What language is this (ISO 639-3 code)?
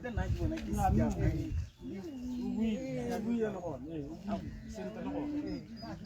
tsn